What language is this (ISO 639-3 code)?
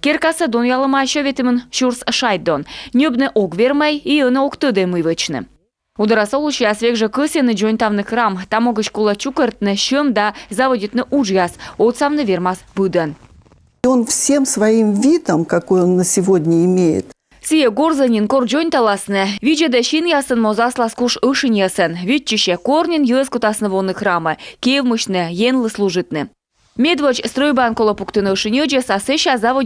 kom